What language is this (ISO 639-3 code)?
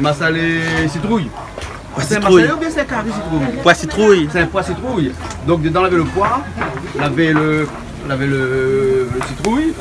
rcf